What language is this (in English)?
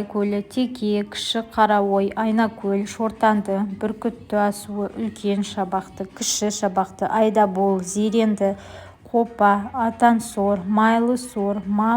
Kazakh